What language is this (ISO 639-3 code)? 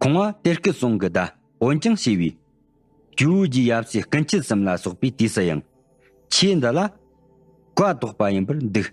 bod